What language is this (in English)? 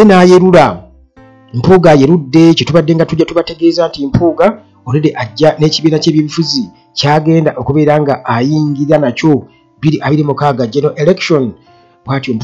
Ganda